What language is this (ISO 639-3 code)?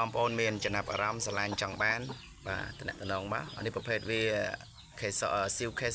khm